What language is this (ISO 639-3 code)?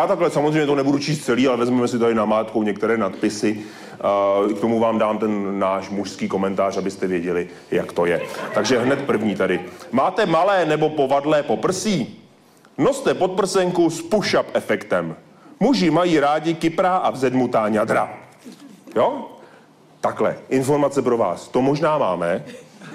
ces